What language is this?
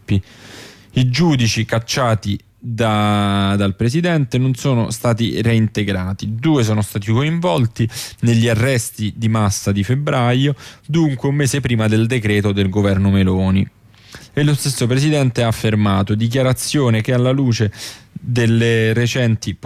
Italian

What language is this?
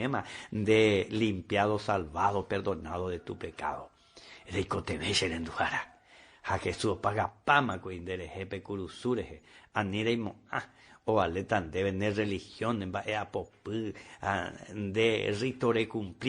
Guarani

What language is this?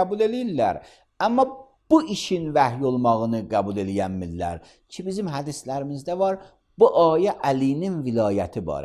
Azerbaijani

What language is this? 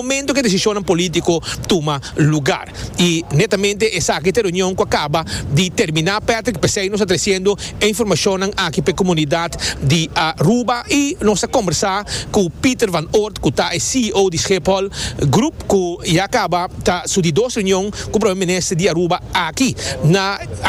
Papiamento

